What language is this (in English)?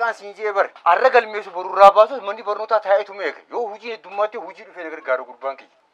Oromo